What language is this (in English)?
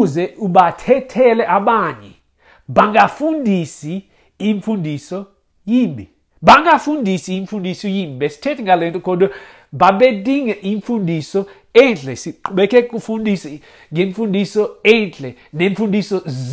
Xhosa